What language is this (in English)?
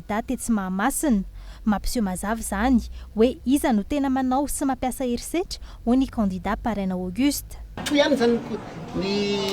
Malagasy